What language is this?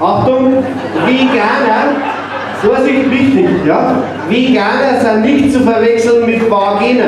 Bavarian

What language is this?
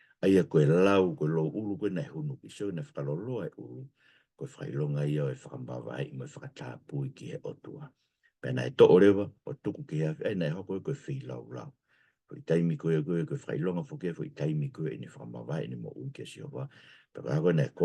Tongan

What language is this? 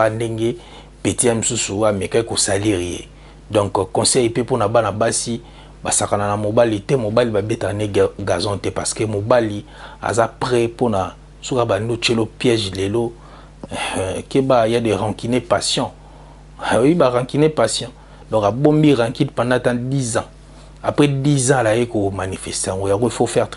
Lingala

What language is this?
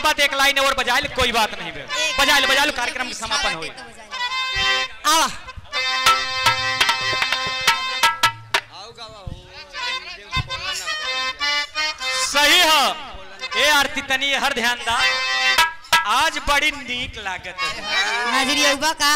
Bhojpuri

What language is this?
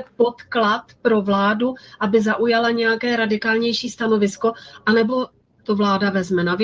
Czech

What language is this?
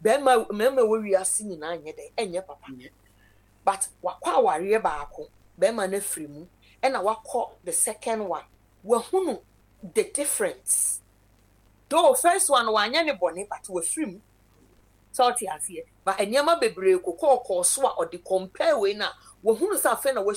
Akan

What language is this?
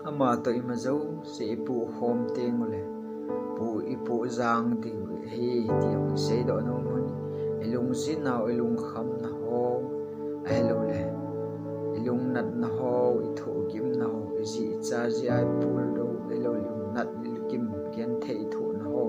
Thado Chin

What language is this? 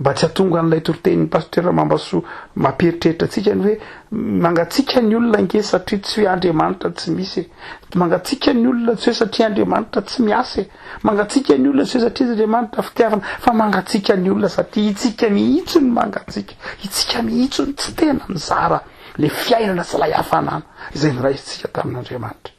Malagasy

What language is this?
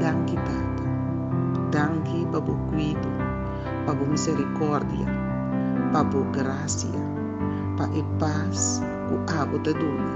Papiamento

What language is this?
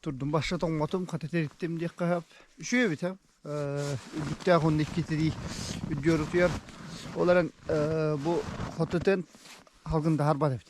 Yakut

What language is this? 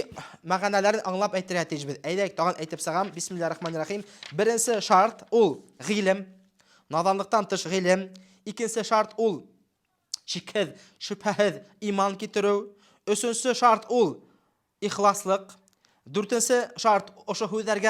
Bashkir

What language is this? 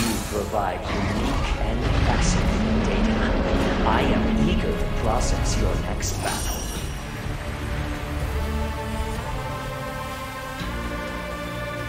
English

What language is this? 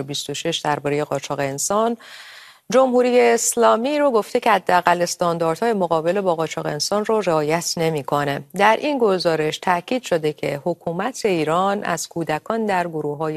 Persian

